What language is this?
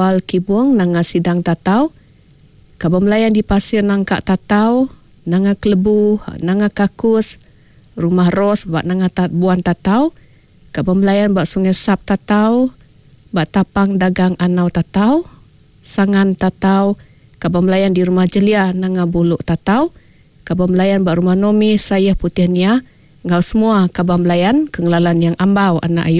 Iban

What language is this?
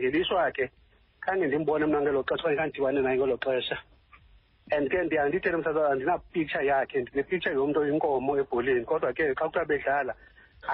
Xhosa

